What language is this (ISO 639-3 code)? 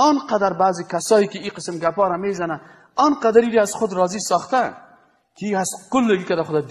fas